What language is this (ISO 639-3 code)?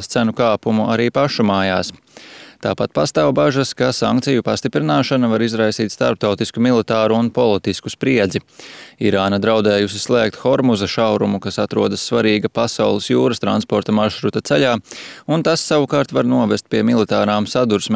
lav